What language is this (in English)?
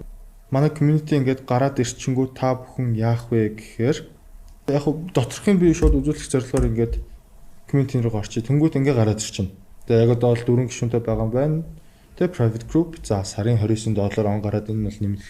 Mongolian